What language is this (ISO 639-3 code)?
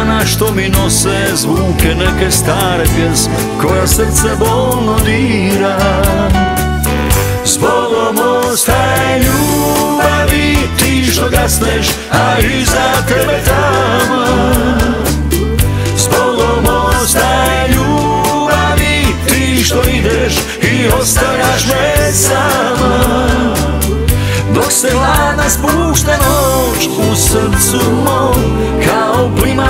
hrv